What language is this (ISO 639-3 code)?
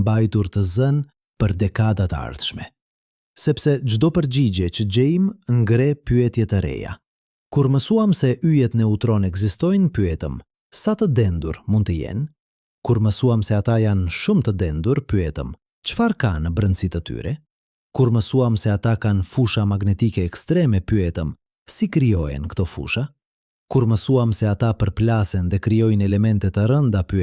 sqi